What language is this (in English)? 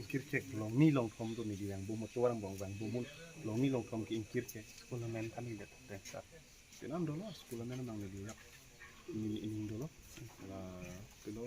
Karbi